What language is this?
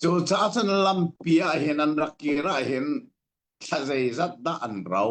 Hakha Chin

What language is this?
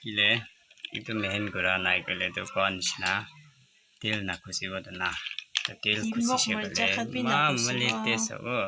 Naga Pidgin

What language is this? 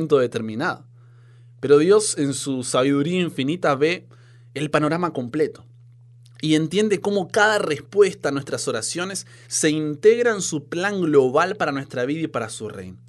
Spanish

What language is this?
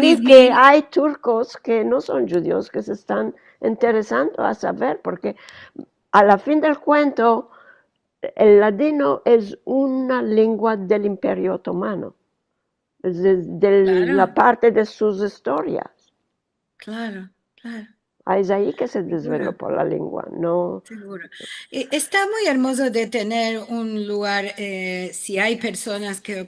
Ladino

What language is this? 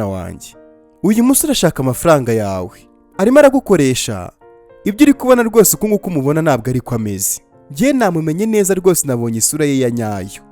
Kinyarwanda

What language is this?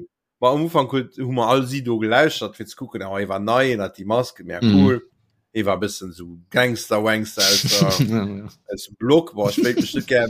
Luxembourgish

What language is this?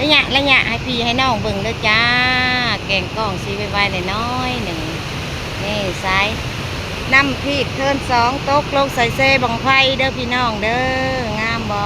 Northeastern Thai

